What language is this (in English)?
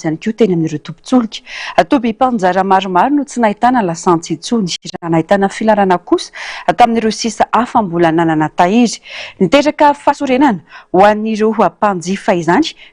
Malagasy